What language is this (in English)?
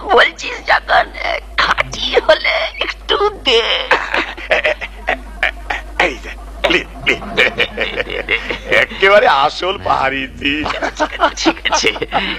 Bangla